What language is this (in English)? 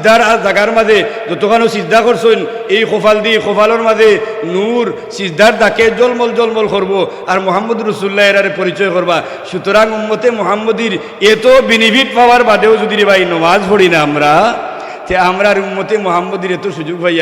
Sylheti